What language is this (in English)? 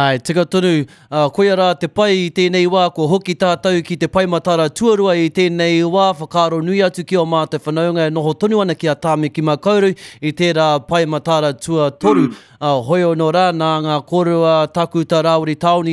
Māori